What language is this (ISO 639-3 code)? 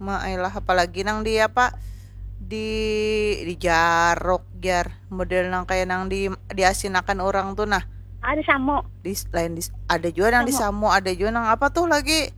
bjn